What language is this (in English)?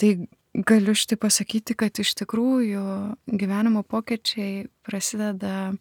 Lithuanian